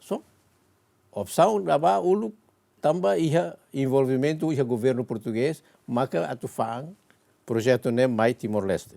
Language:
Tetum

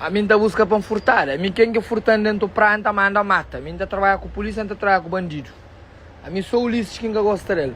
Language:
Kabuverdianu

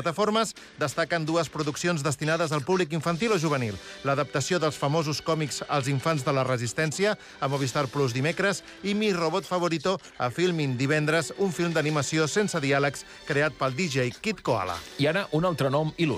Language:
Catalan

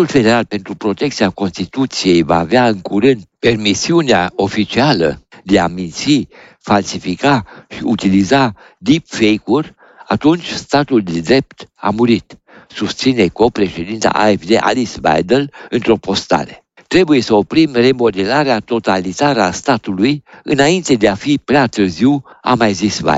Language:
Romanian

